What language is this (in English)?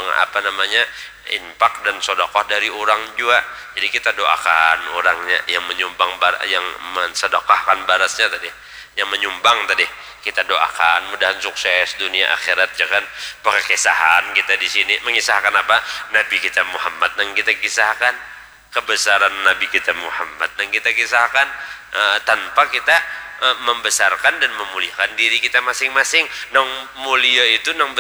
Banjar